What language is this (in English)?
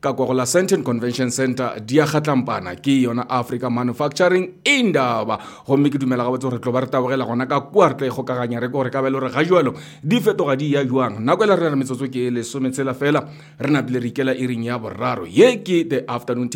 Northern Sotho